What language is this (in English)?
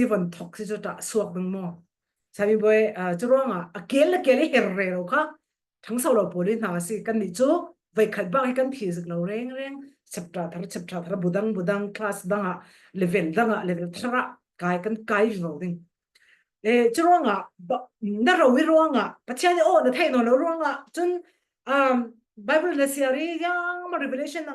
Falam Chin